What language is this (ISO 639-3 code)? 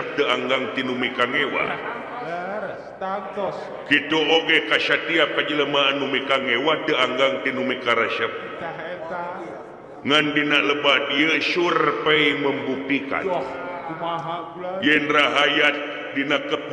sun